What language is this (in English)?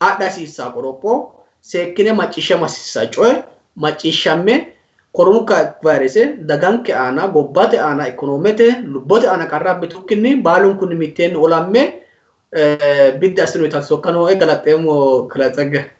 Sidamo